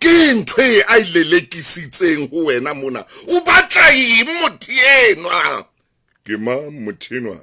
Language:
Southern Sotho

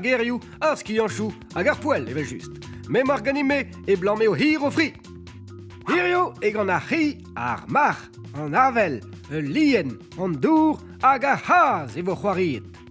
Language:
Breton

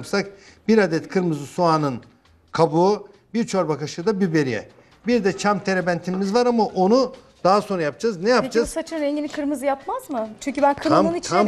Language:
Turkish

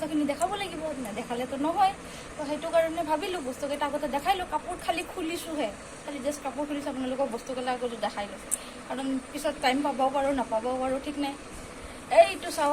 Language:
Assamese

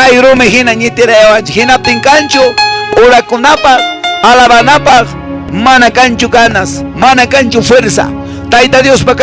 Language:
Quechua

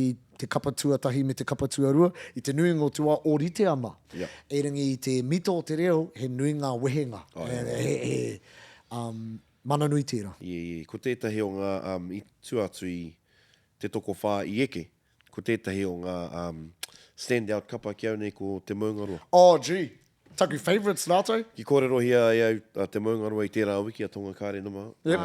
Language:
Māori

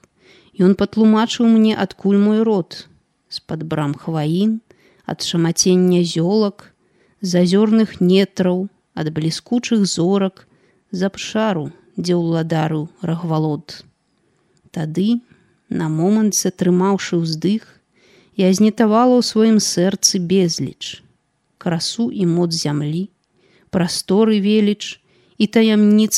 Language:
Belarusian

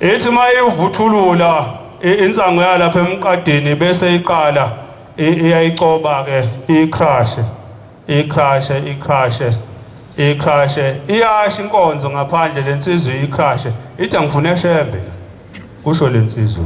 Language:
Zulu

